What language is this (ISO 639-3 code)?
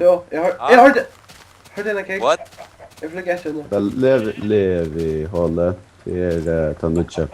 fao